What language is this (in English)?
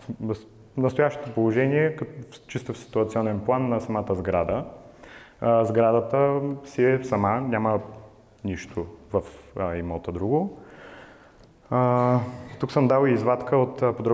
Bulgarian